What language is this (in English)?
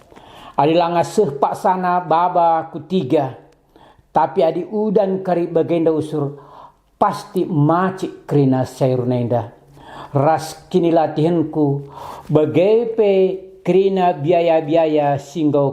Batak Karo